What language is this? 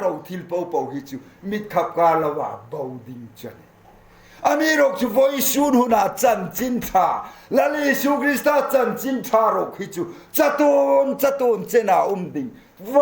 Hmar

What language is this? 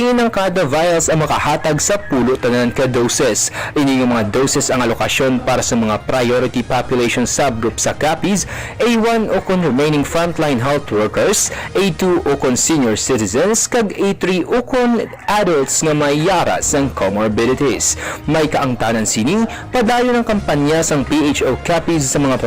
Hiligaynon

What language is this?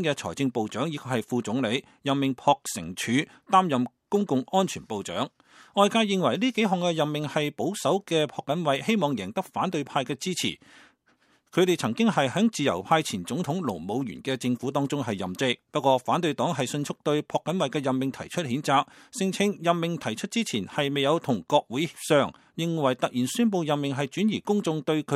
Cantonese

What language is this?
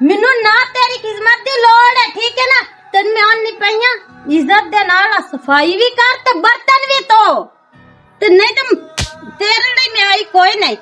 Western Panjabi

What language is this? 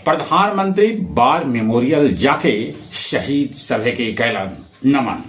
Magahi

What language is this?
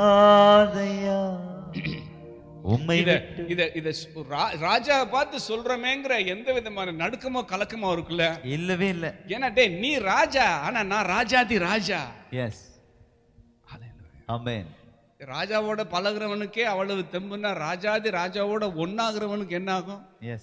Tamil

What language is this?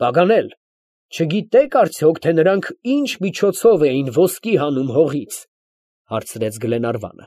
Armenian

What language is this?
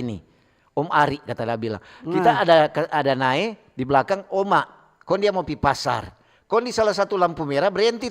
Manado Malay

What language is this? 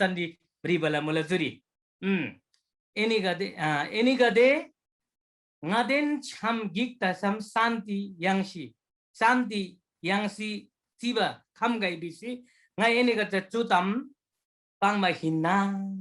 Eastern Tamang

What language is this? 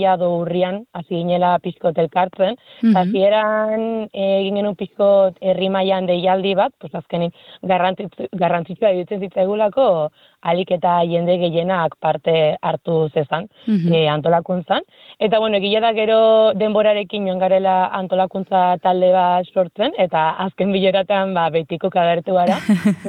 Basque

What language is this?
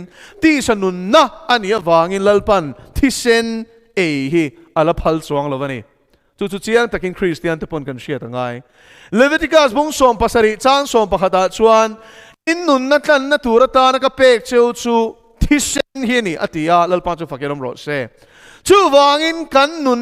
Mizo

